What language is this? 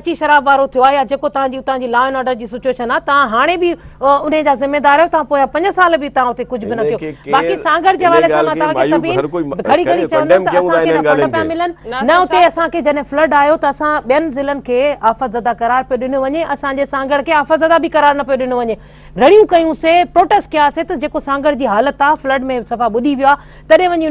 Sindhi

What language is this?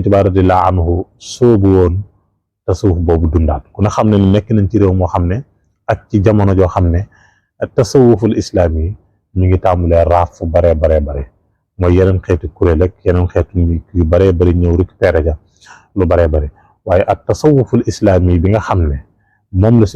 Wolof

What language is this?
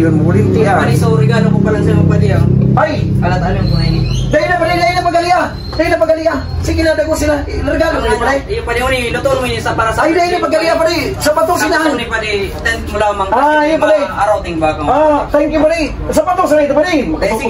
Bikol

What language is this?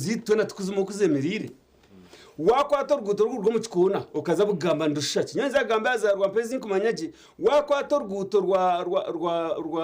Nyankole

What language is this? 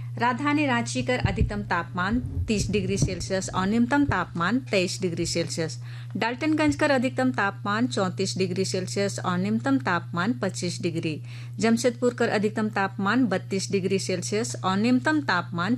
Sadri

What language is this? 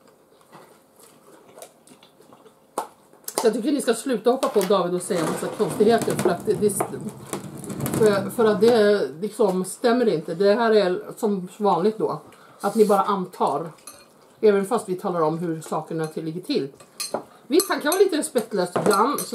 Swedish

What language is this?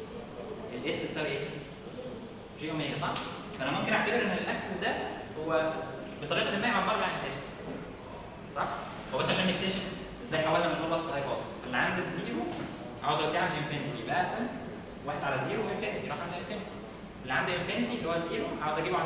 Egyptian Arabic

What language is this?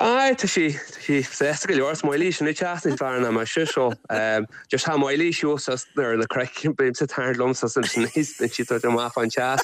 Irish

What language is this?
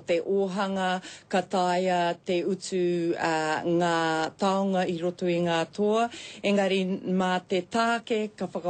Māori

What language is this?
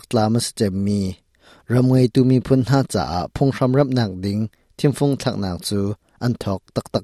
Hakha Chin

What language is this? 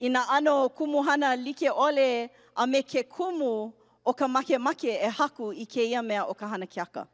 Hawaiian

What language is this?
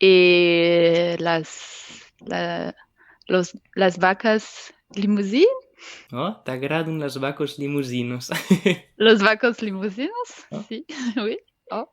Occitan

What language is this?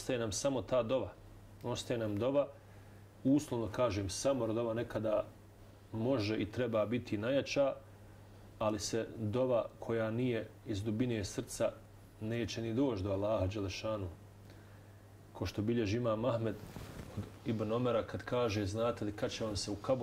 Bosnian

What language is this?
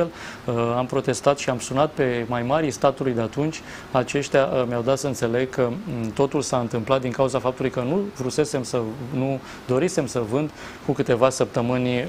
Romanian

